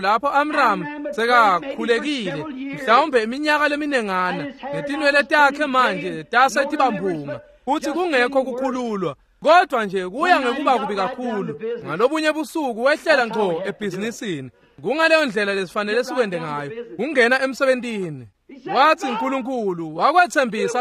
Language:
Swati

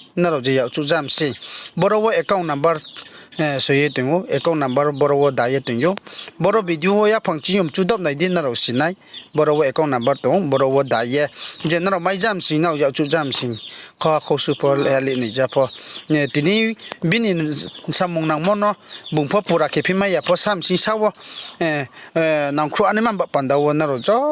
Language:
Riang (India)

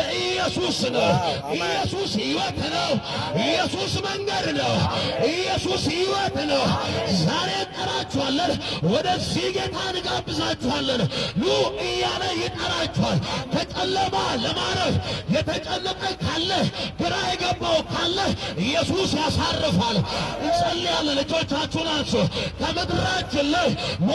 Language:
Amharic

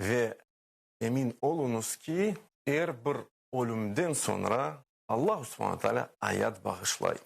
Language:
Crimean Tatar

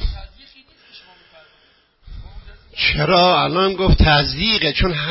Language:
Persian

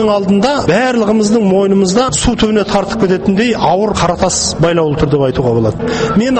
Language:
Kazakh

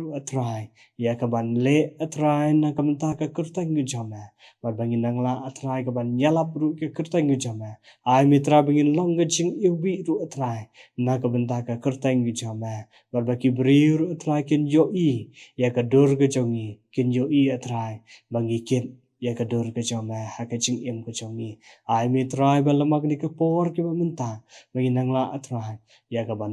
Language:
Khasi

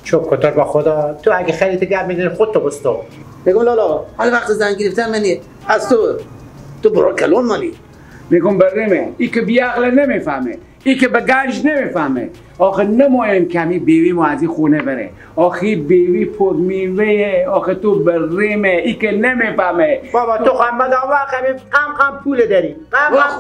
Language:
Persian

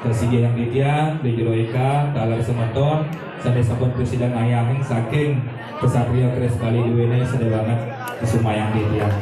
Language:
Balinese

